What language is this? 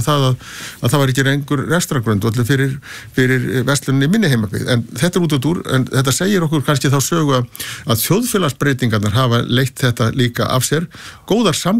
Icelandic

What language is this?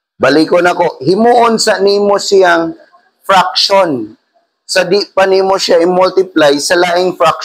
Cebuano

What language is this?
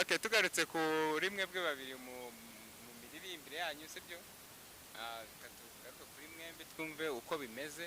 Kinyarwanda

